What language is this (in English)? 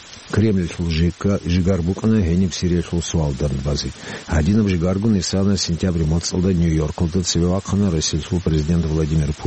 Avaric